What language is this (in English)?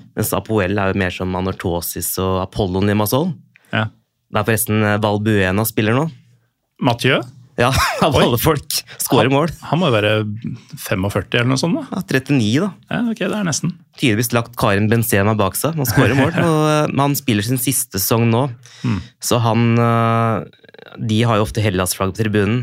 Norwegian